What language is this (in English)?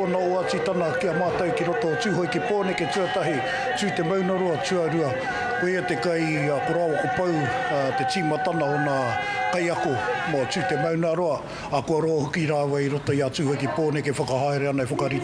Māori